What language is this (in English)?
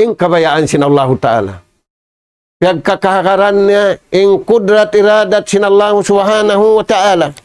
Tausug